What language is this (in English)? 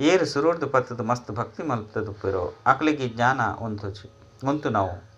Tulu